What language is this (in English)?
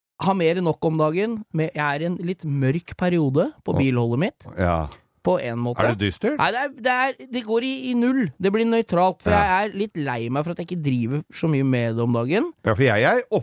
Norwegian